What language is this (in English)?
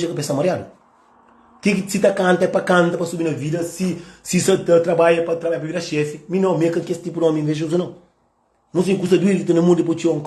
Kabuverdianu